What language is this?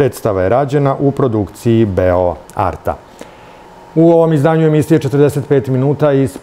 Serbian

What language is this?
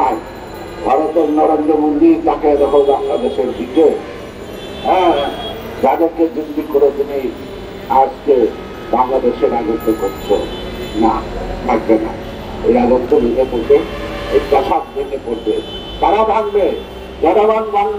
Bangla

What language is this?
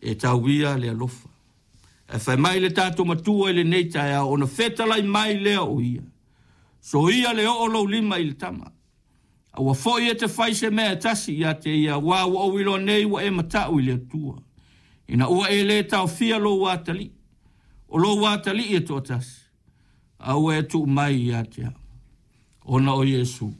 Samoan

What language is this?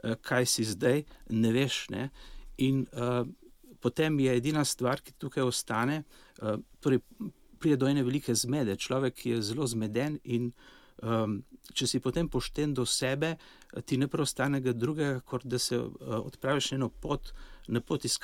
Slovenian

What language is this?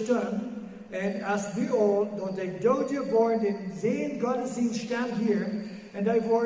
Plautdietsch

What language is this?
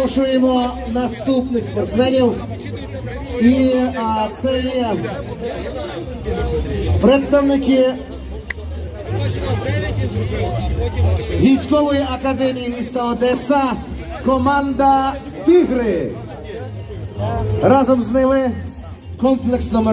Ukrainian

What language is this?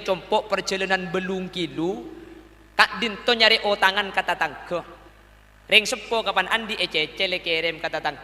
Madurese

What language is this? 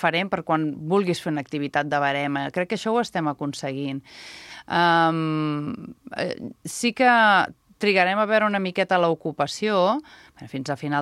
Catalan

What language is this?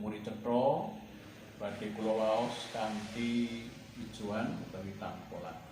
Javanese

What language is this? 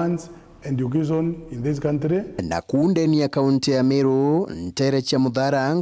Meru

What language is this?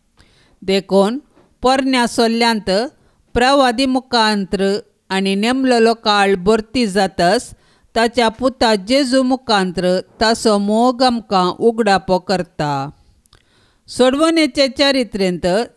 Konkani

